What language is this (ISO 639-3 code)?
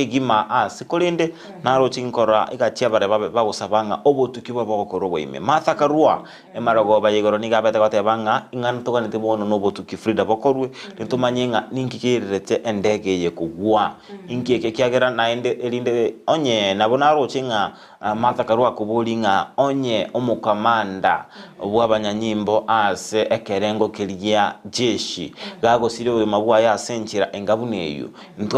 guz